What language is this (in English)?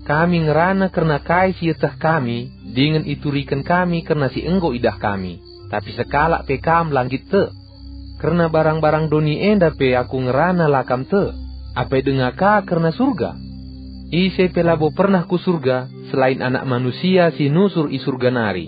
Batak Karo